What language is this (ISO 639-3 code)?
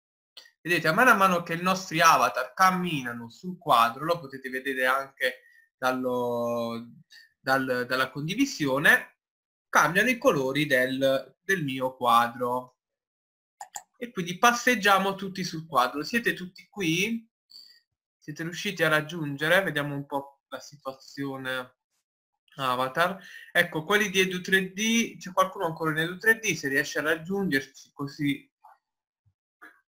ita